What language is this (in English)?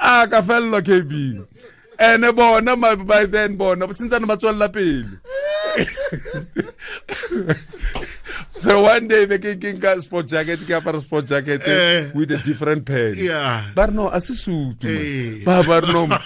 Tswana